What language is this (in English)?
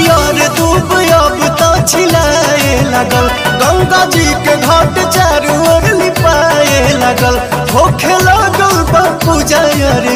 Bhojpuri